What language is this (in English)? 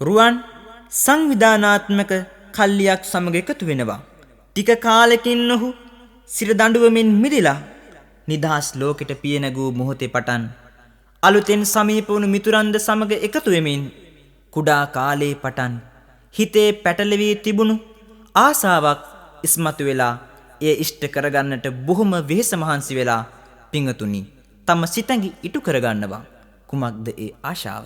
Sinhala